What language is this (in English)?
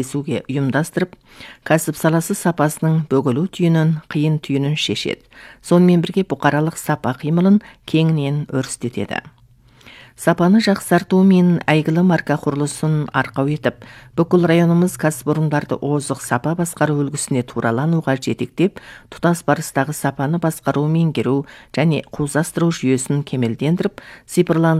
Kazakh